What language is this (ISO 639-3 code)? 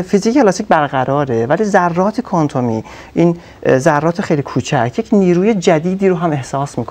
fas